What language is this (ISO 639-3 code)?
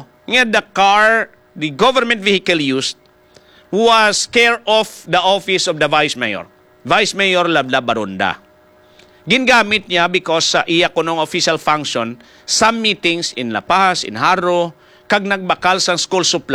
hil